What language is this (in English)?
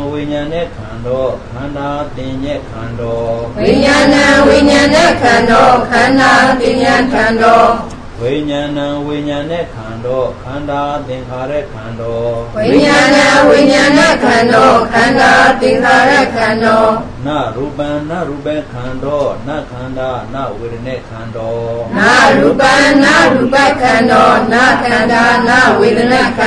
Burmese